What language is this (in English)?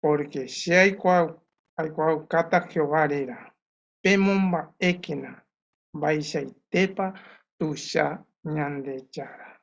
Guarani